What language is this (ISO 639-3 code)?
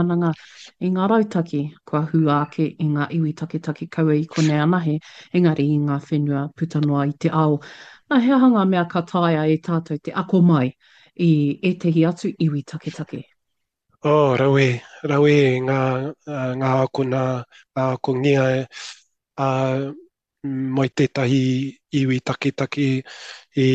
mri